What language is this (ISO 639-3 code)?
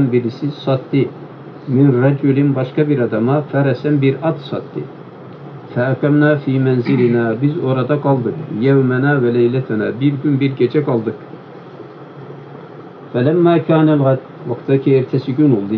tur